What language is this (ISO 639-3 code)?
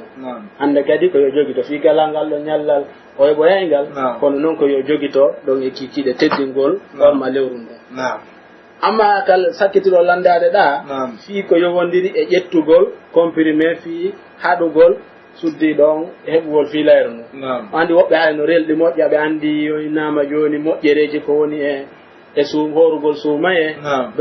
fuf